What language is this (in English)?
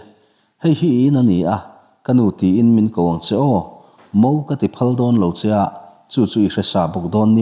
Mizo